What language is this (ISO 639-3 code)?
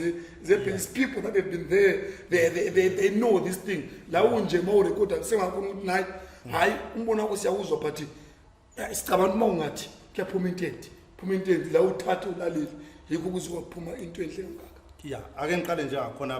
zul